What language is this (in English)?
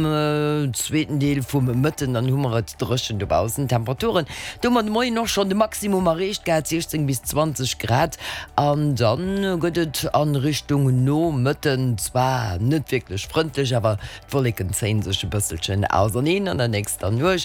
Luxembourgish